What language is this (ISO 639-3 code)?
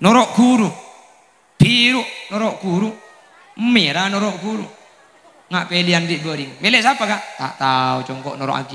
mad